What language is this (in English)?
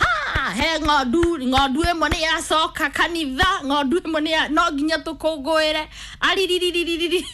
Kikuyu